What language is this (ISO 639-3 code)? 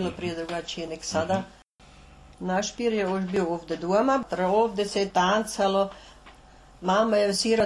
srp